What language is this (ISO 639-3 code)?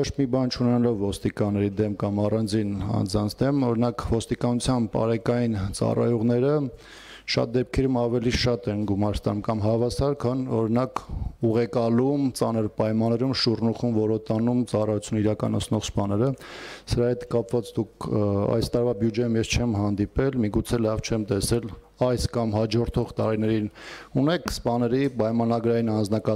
hye